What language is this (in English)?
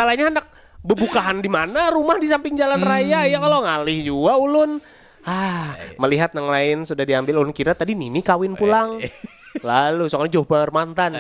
Banjar